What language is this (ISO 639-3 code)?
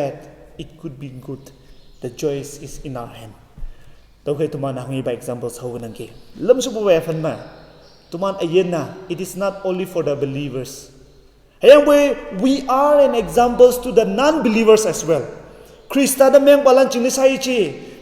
nbe